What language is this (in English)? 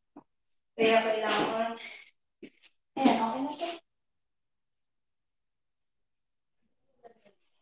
Filipino